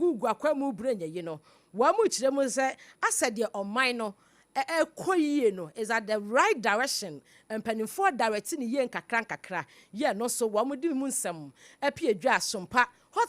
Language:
Akan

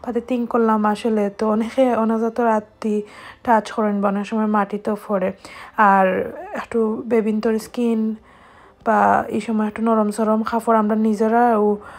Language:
Sylheti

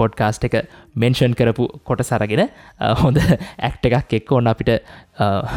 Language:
Sinhala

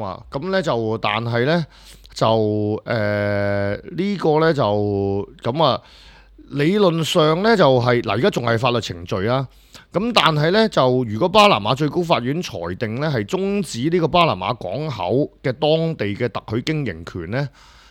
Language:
Cantonese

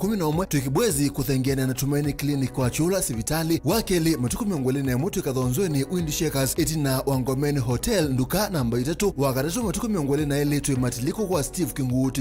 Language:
Kamba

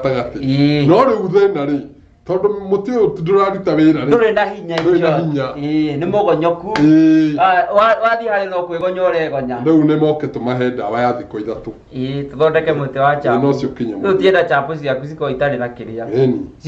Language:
Kikuyu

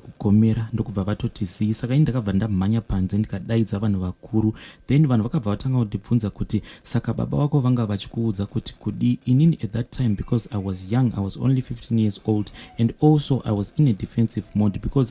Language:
Shona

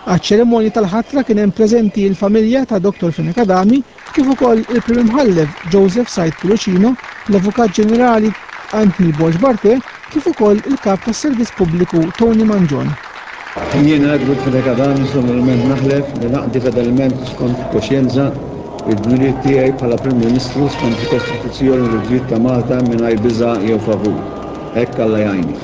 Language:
Maltese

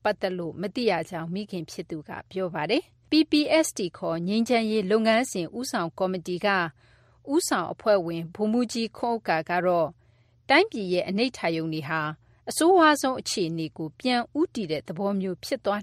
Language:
Burmese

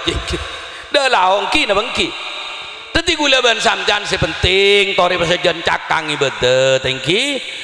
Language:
Madurese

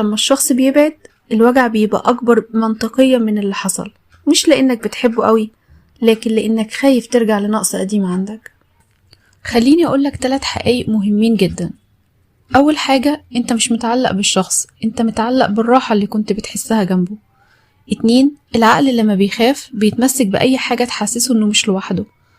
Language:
Egyptian Arabic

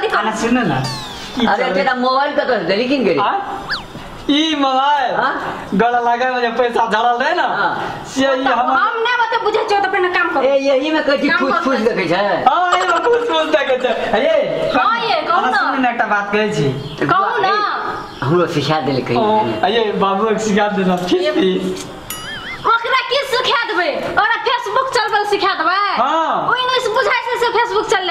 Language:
Maithili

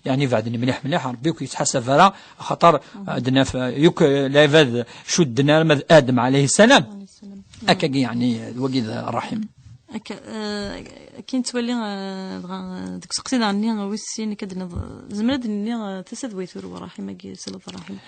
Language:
Kabyle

